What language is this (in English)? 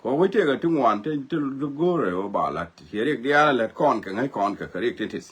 Nuer